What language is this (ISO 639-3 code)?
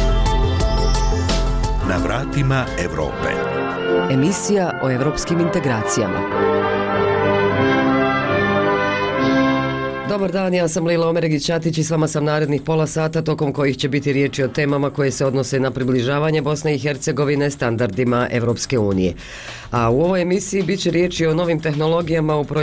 bos